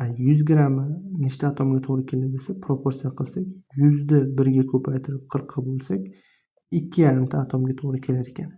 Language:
Uzbek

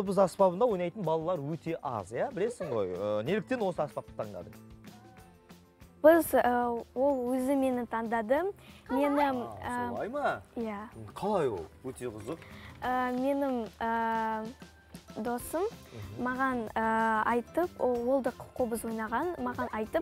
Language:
Kazakh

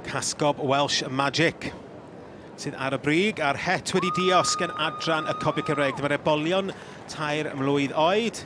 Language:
Welsh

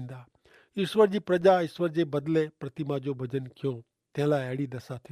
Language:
Kachhi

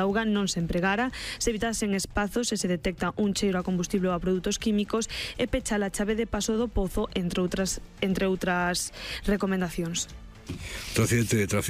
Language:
Galician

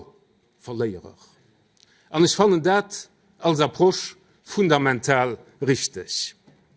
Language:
Luxembourgish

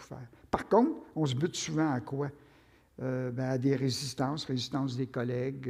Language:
French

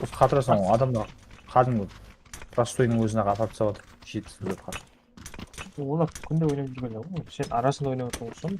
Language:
Kara-Kalpak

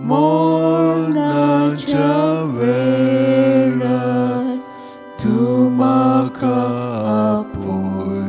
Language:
Konkani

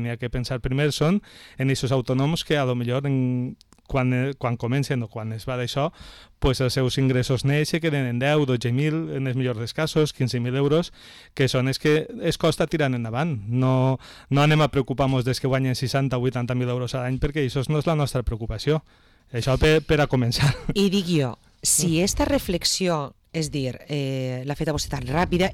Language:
Catalan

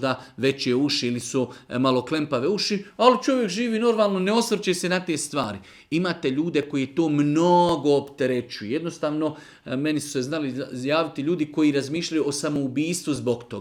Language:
Serbian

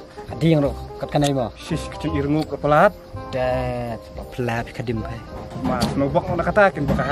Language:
Khasi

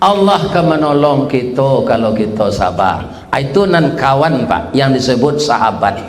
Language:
Minangkabau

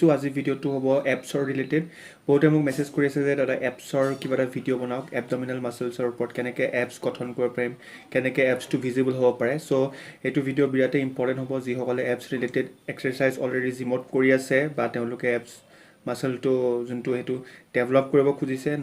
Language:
Assamese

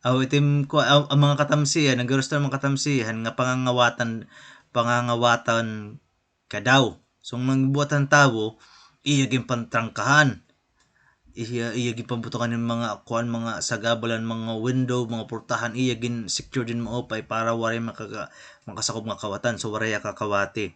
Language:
Waray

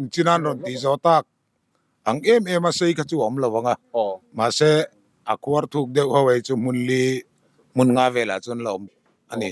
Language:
Mizo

